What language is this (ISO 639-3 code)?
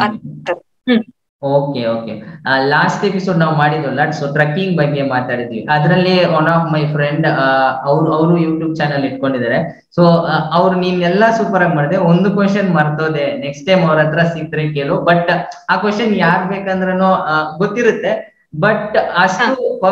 kan